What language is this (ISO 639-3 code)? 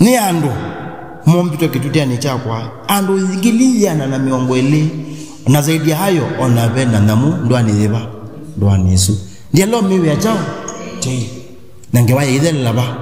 kam